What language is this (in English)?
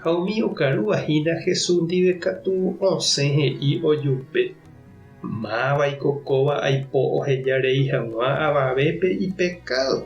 Guarani